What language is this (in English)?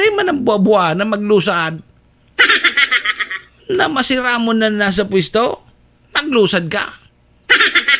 Bikol